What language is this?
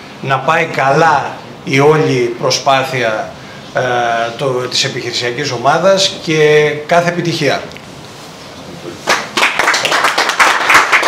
Greek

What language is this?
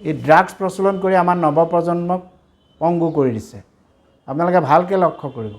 Assamese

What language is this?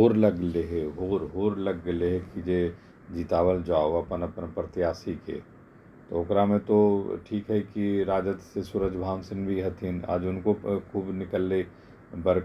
Magahi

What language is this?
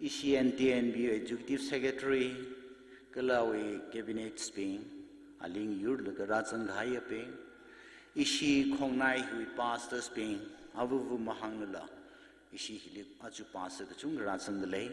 Tangkhul Naga (India)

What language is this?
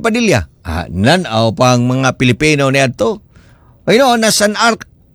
Cebuano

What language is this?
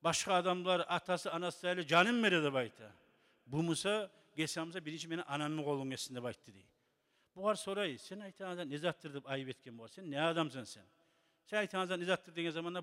Kumyk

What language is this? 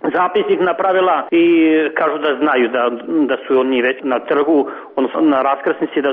Serbian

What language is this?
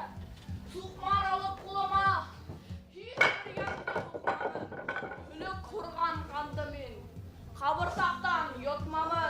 Bashkir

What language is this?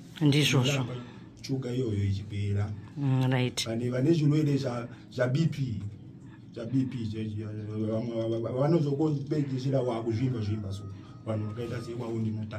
Shona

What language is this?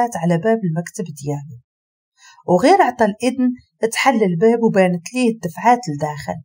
Moroccan Arabic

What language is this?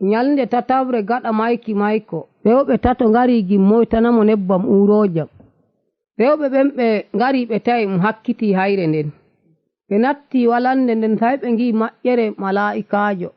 Nigerian Fulfulde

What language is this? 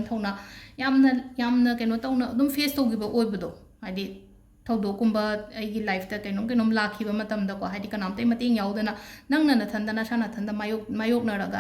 Manipuri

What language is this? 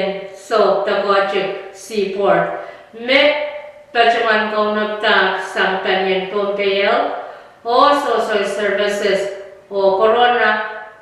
Pohnpeian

